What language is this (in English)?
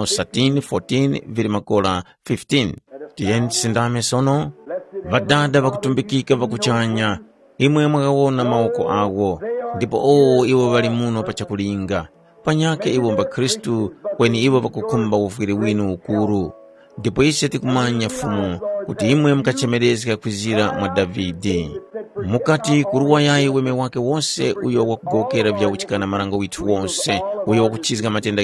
Tumbuka